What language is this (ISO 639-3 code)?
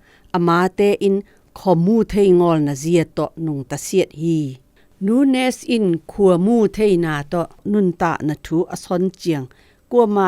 zom